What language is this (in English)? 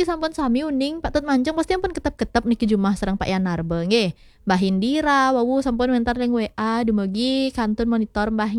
Balinese